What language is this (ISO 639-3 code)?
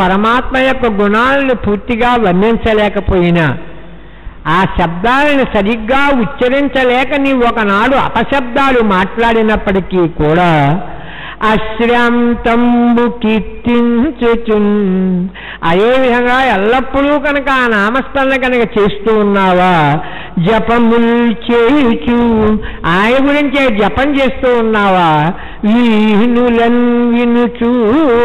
tel